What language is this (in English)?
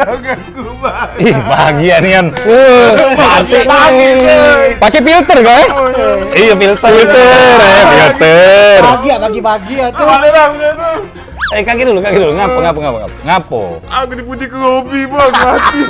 Musi